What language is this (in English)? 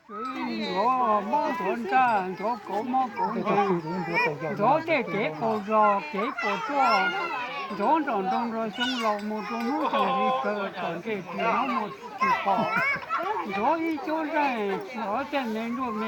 Hmong